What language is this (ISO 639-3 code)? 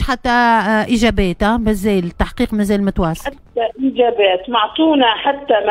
aeb